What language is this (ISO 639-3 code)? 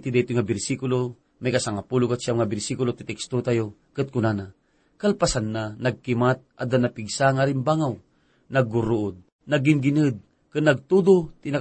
ilo